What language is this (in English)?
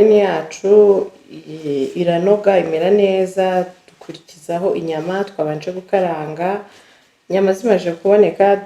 Kinyarwanda